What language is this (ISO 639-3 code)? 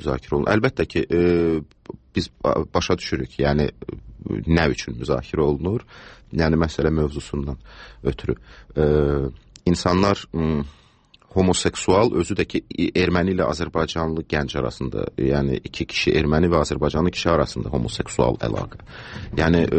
aze